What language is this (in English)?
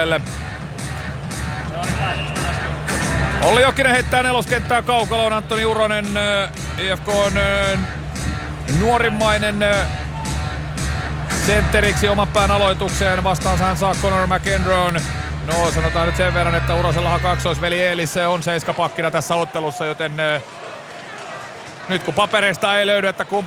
Finnish